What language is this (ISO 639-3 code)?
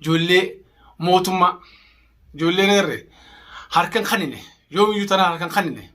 orm